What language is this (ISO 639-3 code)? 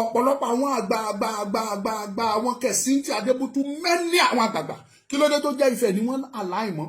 yor